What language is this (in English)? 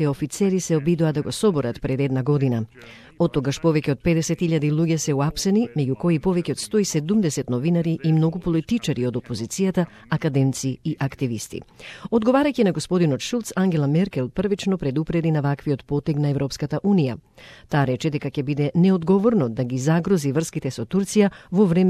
Macedonian